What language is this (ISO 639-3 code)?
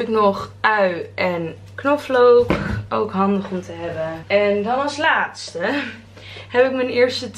nld